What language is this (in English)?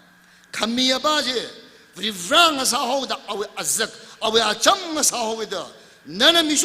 Tangkhul Naga (India)